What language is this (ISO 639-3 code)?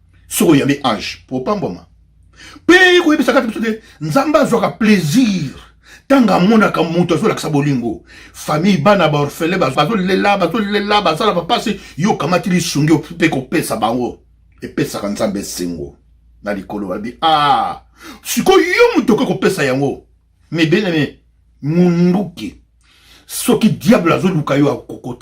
lin